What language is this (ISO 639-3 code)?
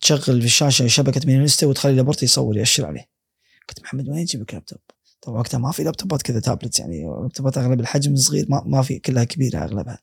afb